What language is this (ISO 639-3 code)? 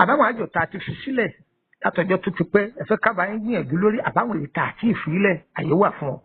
yor